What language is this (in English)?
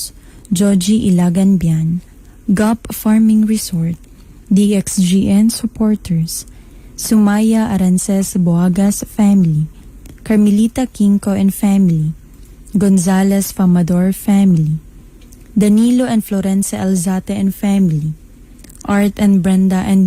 Cebuano